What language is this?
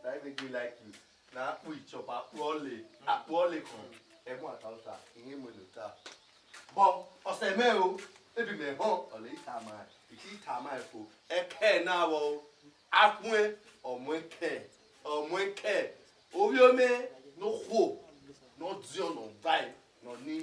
Bini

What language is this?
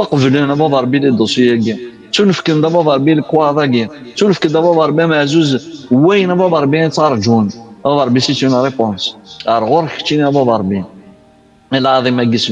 Kabyle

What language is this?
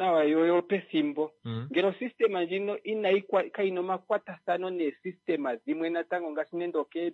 Kuanyama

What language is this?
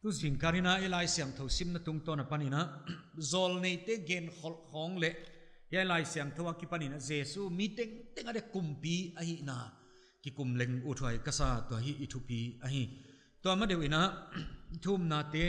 Paite Chin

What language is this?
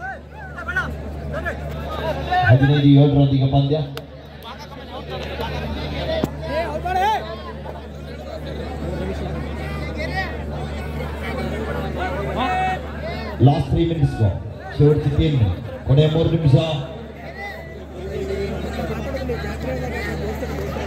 Kannada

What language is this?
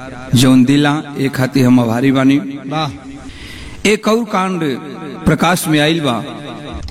Bhojpuri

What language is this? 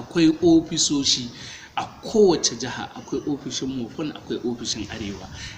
Hausa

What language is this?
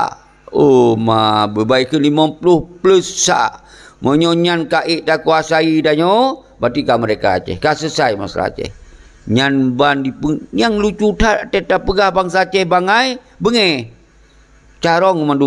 Achinese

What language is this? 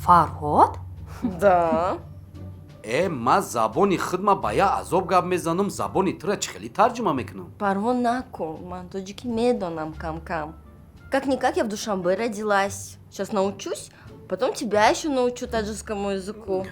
Tajik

